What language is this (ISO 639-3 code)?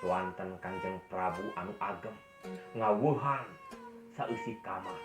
sun